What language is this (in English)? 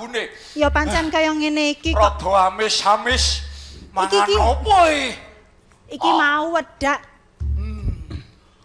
Javanese